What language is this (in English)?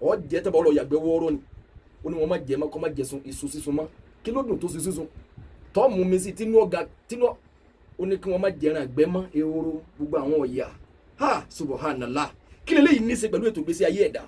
Yoruba